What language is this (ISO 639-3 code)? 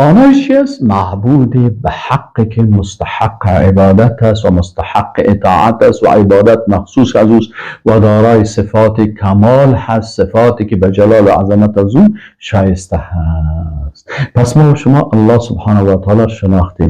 fas